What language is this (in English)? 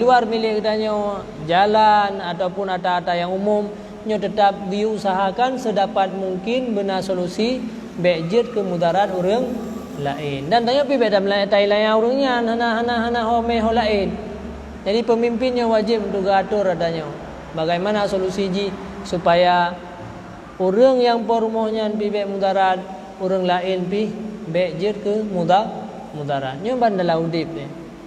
Achinese